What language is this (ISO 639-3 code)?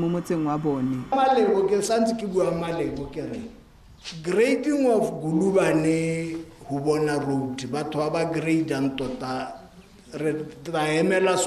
tsn